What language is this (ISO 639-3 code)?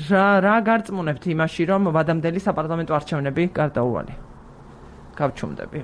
kat